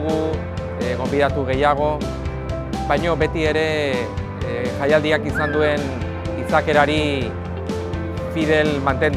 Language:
Basque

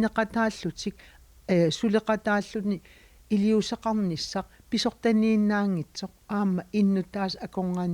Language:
Kalaallisut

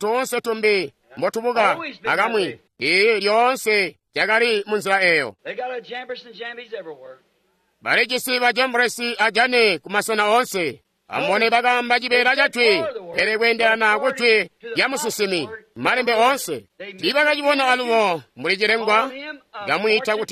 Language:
Tonga (Zambia)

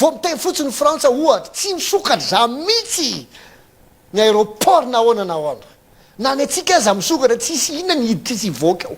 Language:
Malagasy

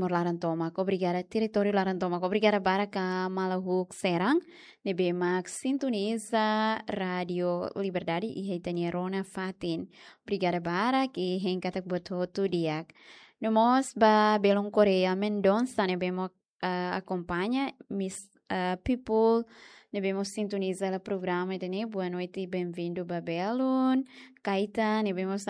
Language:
Tetum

